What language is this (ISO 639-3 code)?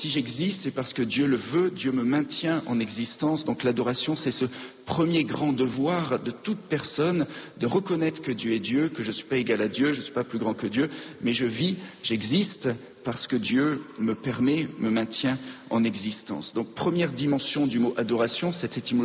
fra